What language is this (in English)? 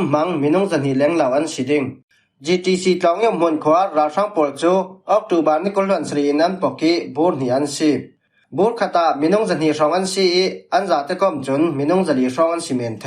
Falam Chin